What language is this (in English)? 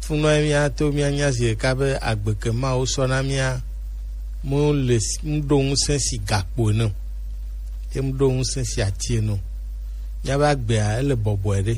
Gen